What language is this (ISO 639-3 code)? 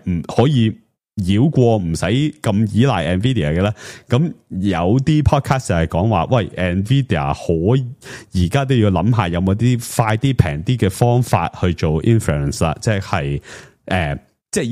yue